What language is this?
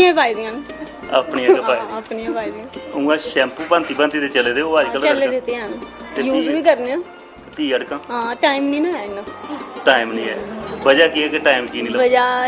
Dogri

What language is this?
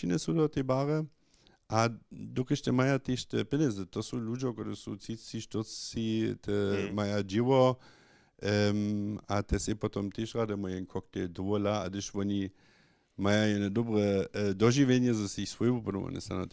Upper Sorbian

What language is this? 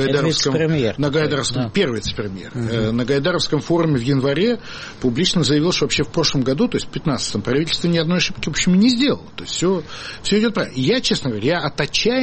Russian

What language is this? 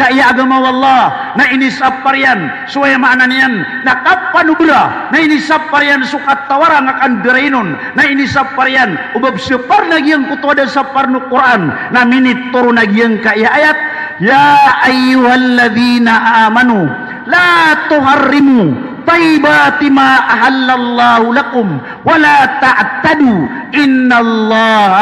Maranao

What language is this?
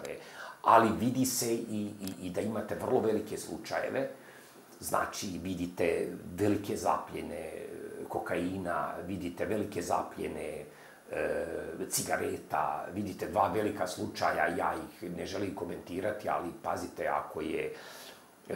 Croatian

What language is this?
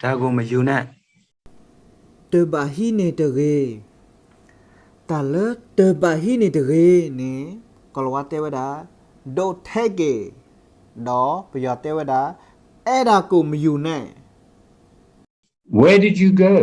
S'gaw Karen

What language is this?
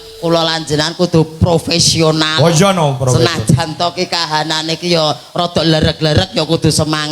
Javanese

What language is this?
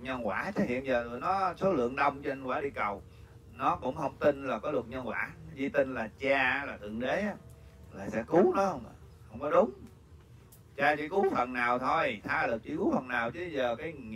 Vietnamese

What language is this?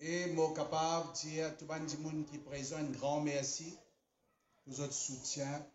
Morisyen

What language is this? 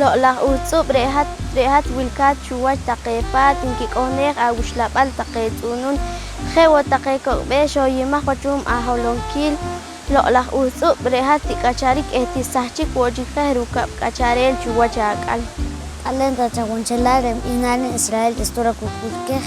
Poqomchi'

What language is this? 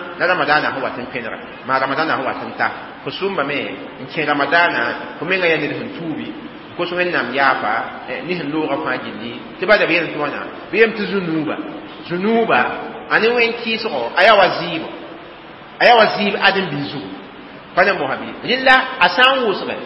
Mossi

